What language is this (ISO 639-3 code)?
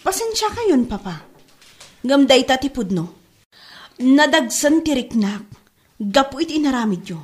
ilo